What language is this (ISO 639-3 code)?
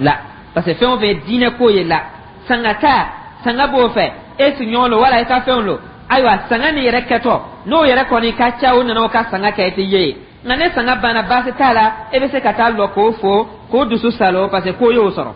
dyu